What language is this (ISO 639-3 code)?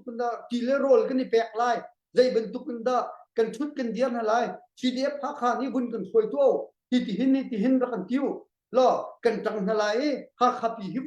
cnh